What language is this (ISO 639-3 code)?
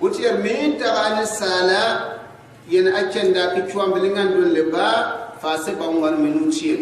gux